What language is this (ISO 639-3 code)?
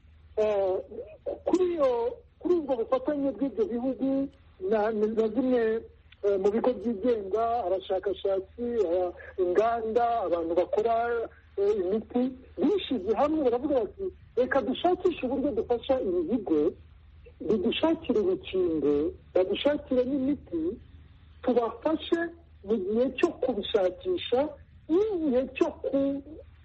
kin